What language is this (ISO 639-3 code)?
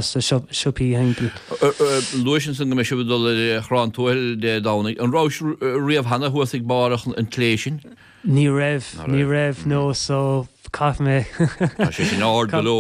gle